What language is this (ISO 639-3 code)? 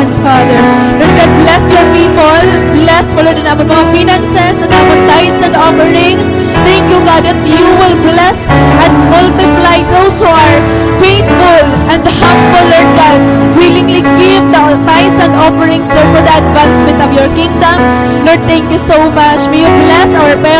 war